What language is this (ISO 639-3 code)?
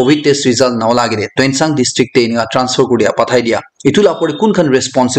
nag